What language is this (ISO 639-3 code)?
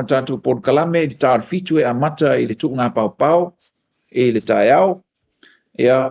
smo